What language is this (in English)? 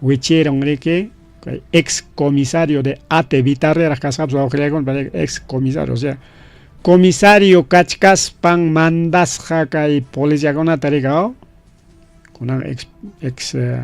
Ayacucho Quechua